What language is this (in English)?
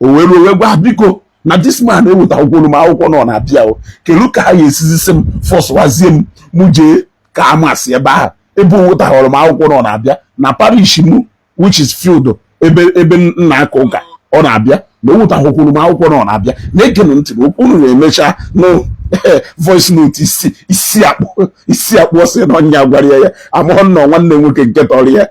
Igbo